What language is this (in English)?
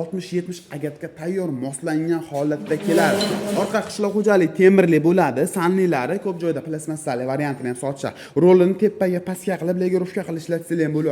Uzbek